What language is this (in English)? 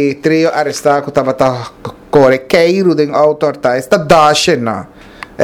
Papiamento